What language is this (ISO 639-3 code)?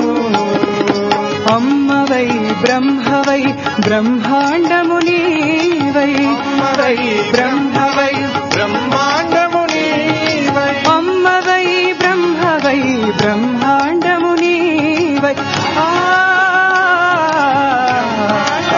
tel